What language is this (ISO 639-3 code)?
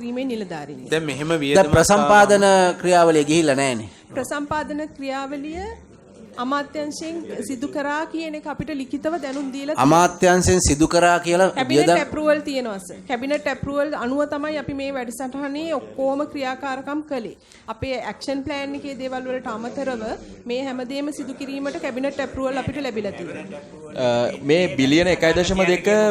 sin